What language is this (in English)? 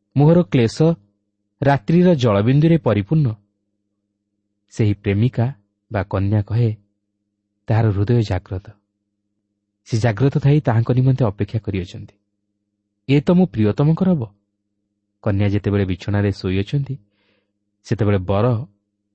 Odia